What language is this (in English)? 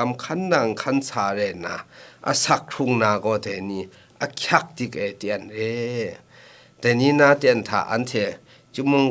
Kachin